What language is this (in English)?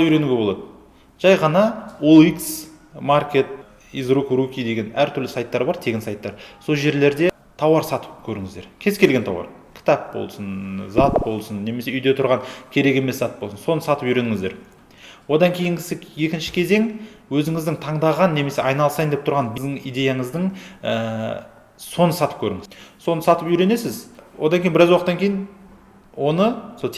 Kazakh